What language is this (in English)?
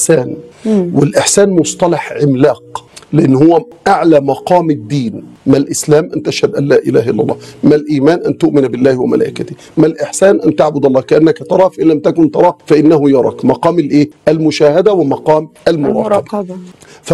Egyptian Arabic